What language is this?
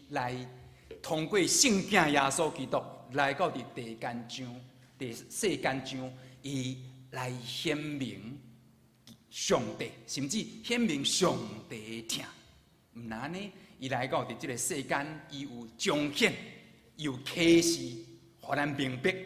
Min Nan Chinese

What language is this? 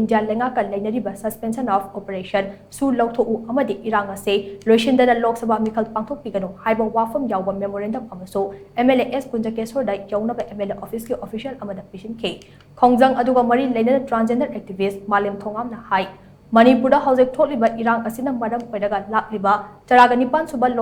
Manipuri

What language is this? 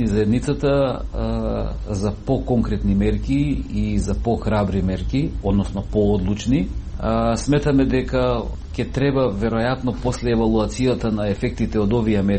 Macedonian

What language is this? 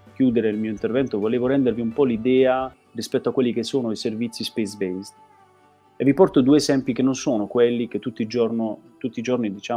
Italian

